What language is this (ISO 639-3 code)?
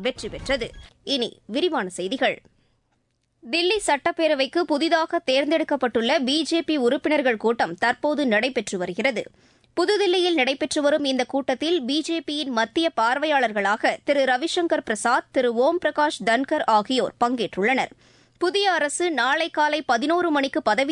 tam